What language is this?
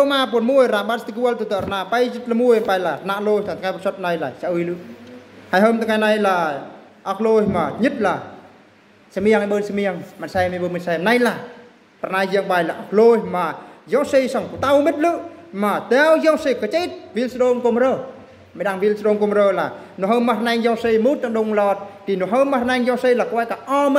Eastern Bru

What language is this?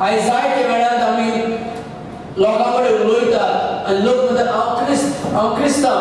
Konkani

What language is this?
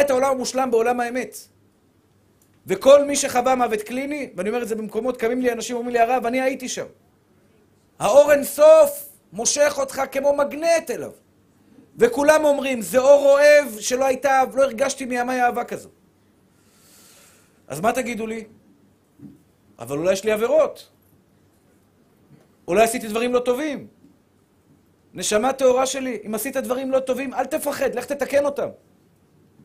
Hebrew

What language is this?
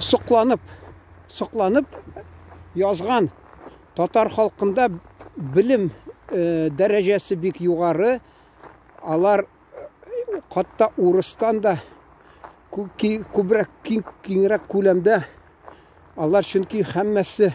Tatar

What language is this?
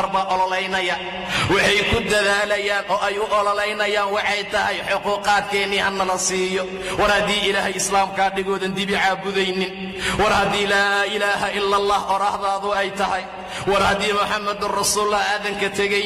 Somali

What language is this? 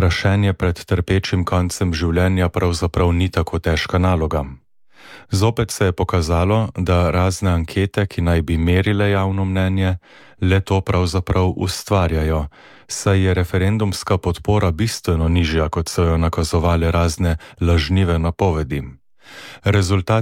Slovenian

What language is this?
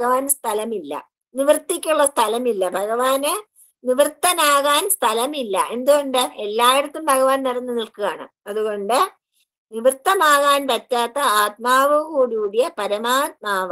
Malayalam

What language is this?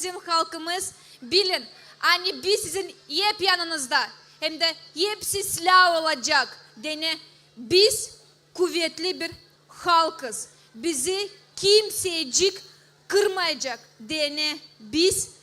Gagauz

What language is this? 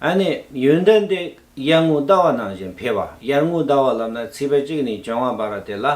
Tibetan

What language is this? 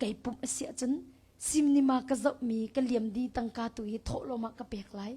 Hakha Chin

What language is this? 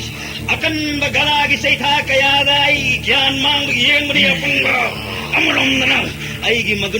Manipuri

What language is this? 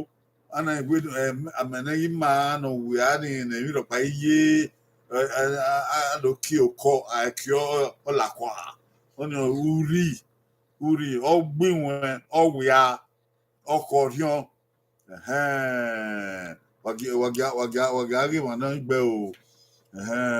Bini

